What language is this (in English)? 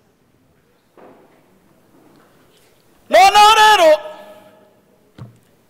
Kinyarwanda